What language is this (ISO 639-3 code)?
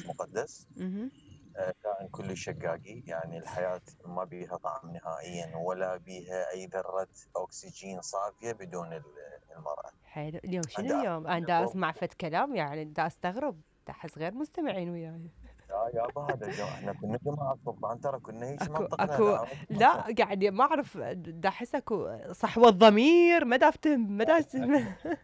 acm